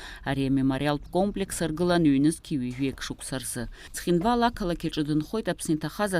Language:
Abkhazian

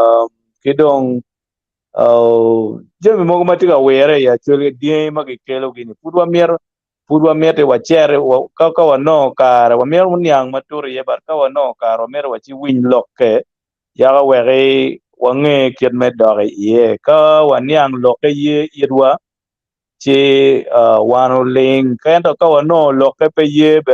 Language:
Acoli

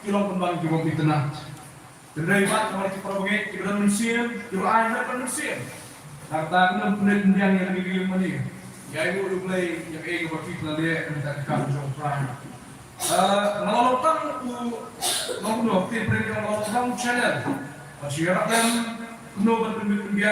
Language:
Khasi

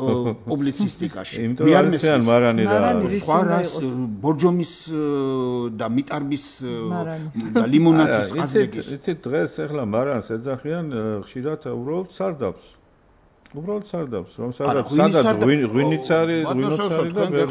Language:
Georgian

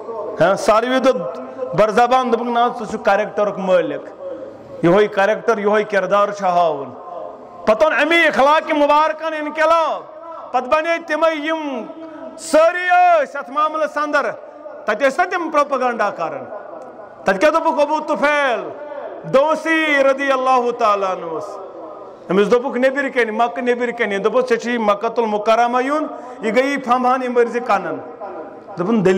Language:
Kashmiri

